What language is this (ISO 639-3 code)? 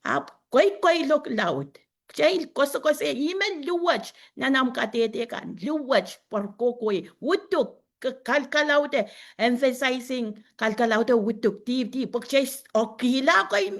pon